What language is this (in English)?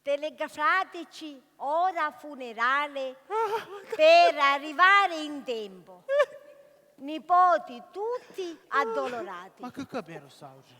Sicilian